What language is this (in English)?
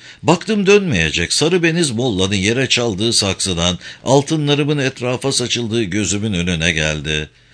Turkish